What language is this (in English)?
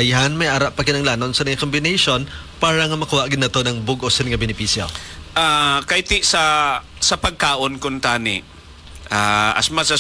Hiligaynon